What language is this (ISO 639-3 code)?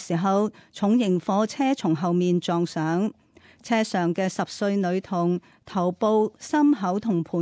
yue